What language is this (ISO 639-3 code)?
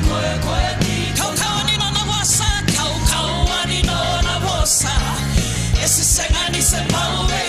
fij